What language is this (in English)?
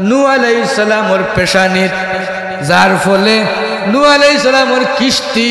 Sylheti